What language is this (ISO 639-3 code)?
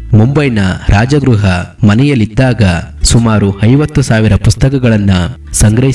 kan